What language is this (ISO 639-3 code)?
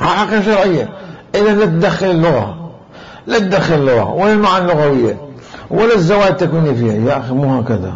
acm